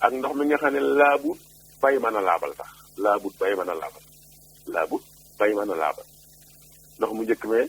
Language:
Wolof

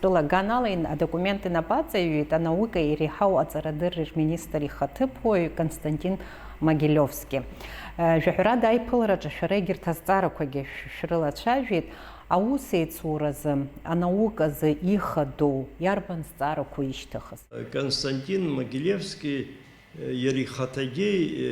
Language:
Abkhazian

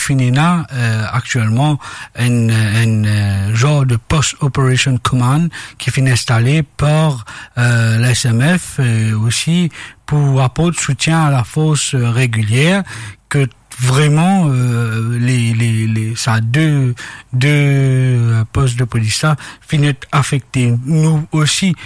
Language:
Morisyen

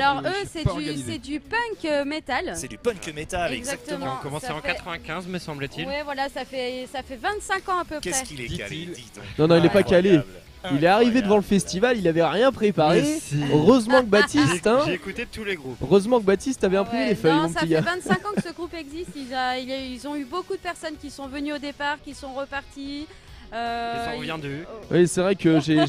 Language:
French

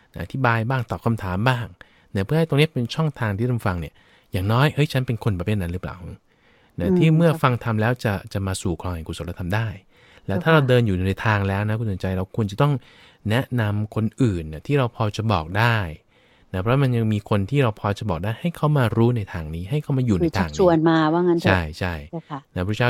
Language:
Thai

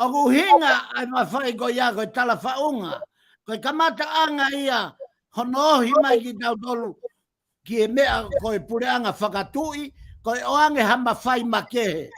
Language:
Tongan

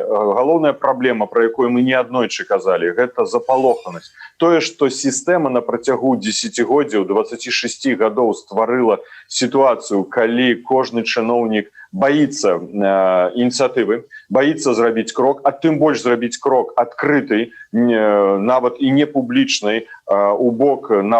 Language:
Belarusian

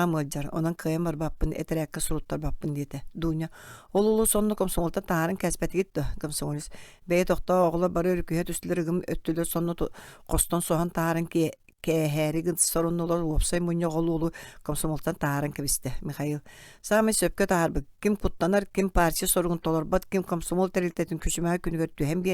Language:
Yakut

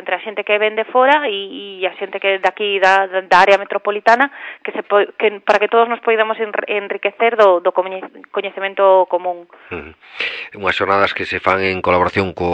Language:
Galician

